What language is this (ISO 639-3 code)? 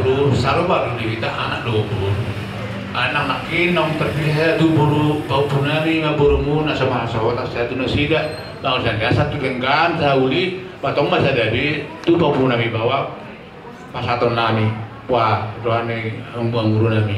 bbc